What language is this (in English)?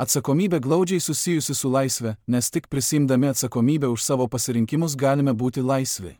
Lithuanian